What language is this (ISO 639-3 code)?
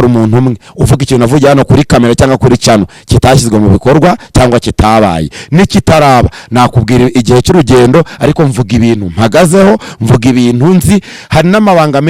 kin